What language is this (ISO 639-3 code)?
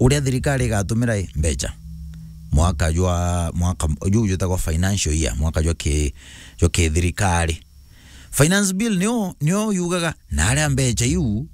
mer